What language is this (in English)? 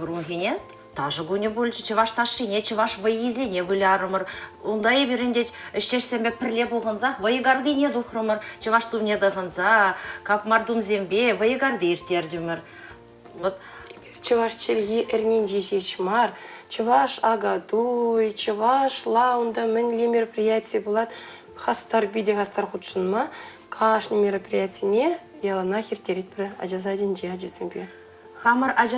Chuvash